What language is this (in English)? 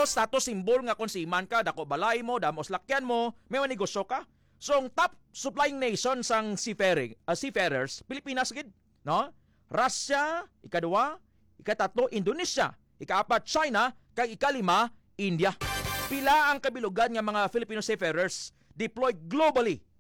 Hiligaynon